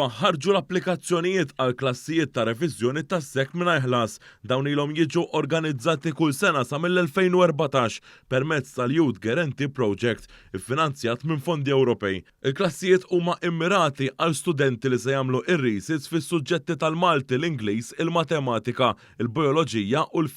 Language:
Maltese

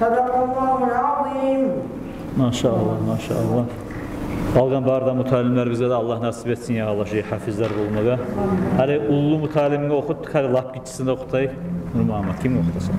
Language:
Kumyk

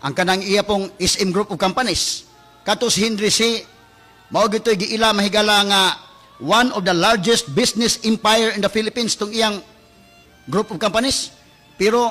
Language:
Cebuano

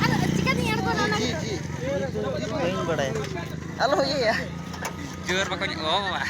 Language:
Santali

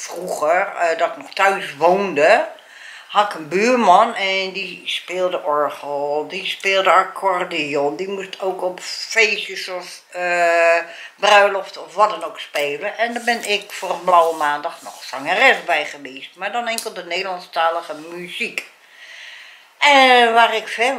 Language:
Dutch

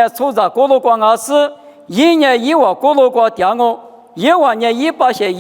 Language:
Lisu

